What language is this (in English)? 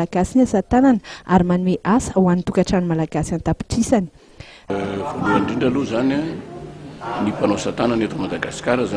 Malagasy